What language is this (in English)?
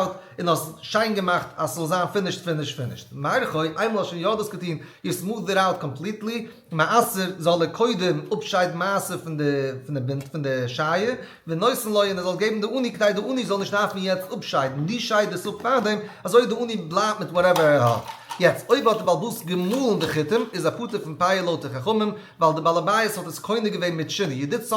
Yiddish